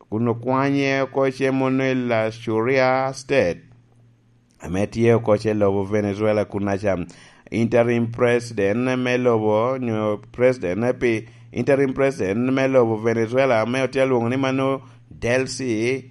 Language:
Lango (Uganda)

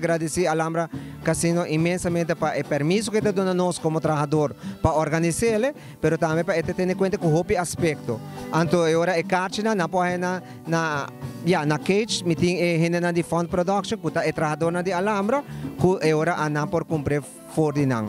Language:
Papiamento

